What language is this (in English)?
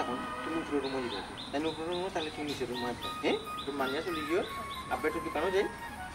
Sylheti